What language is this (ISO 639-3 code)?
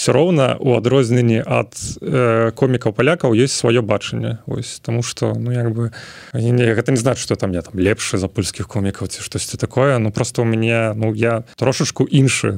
bel